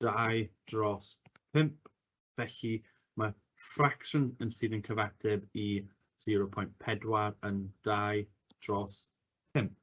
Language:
Welsh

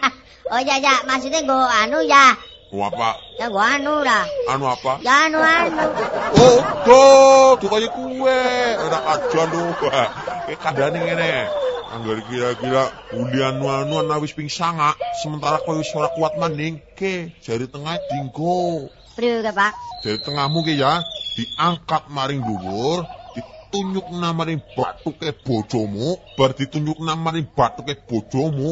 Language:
Javanese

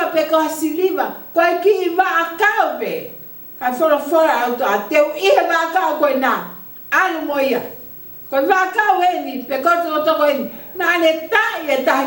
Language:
Tongan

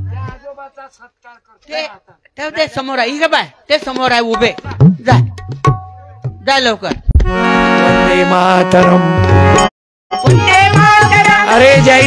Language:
Marathi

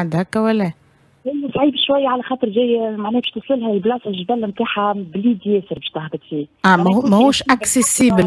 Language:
Tunisian Arabic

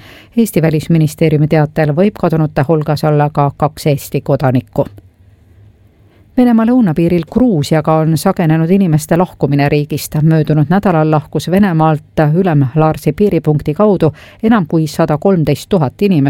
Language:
Estonian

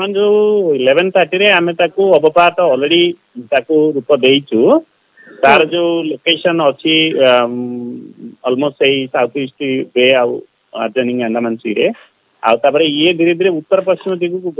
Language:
Odia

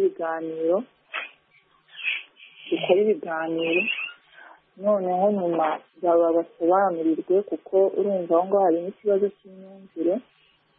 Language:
Kinyarwanda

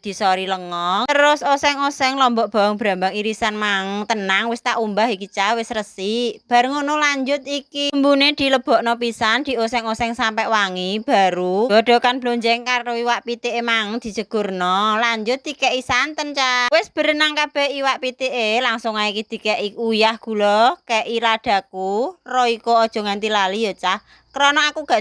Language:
Javanese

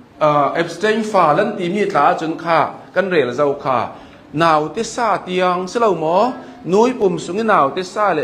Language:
Hakha Chin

